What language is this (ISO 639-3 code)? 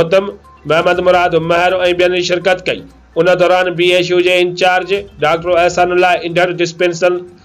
snd